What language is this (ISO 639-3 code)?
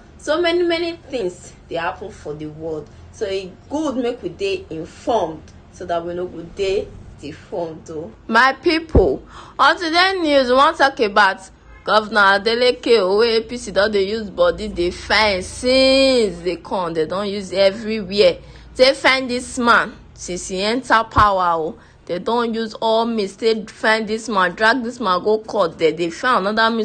pcm